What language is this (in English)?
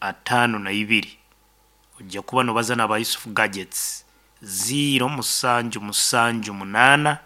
Nyankole